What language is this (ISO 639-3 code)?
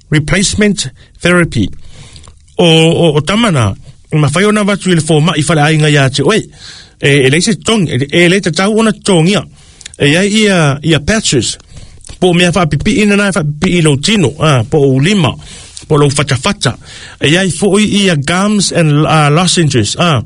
smo